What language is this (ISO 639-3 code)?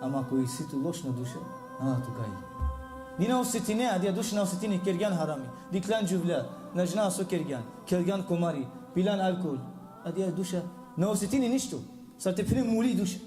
rmn